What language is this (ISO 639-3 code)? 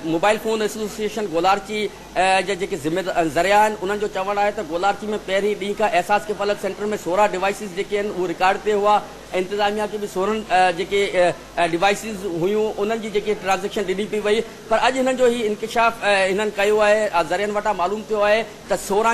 snd